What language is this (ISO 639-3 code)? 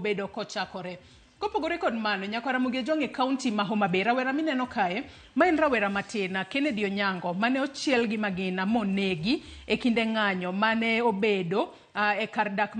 luo